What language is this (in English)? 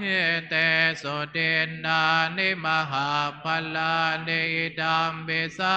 Pali